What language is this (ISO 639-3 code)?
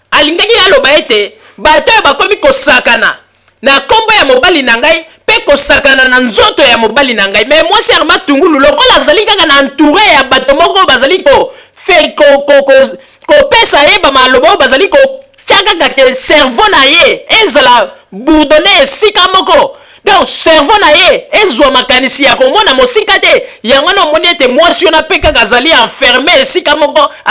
lin